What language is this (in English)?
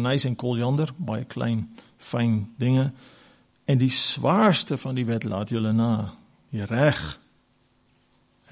Afrikaans